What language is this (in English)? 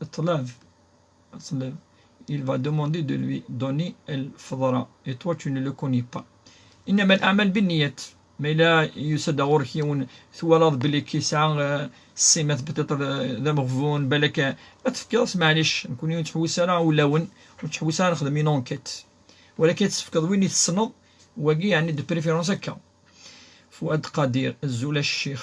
Kabyle